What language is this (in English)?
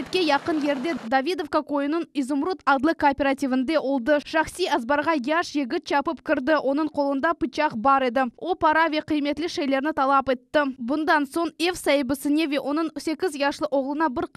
Crimean Tatar